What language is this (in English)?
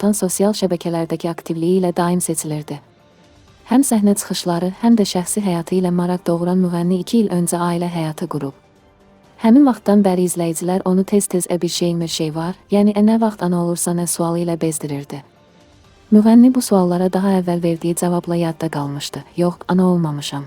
Azerbaijani